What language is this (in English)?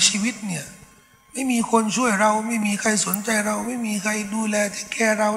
Thai